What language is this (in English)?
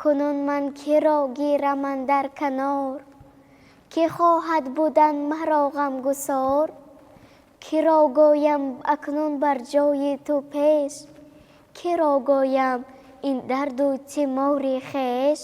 Tajik